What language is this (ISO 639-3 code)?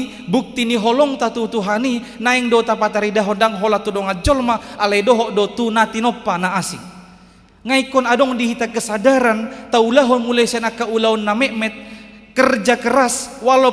bbc